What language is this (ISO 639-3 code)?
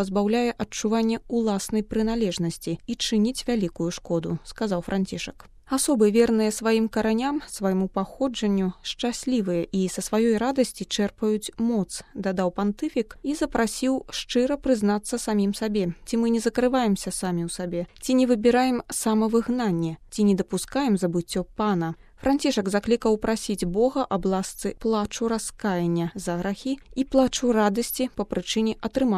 bel